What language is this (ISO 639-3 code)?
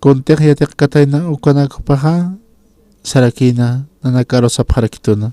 aym